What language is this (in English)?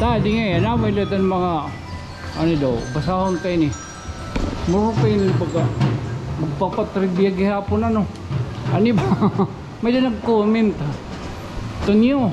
Waray